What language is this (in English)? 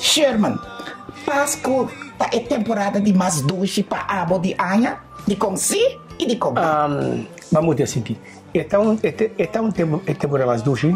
Papiamento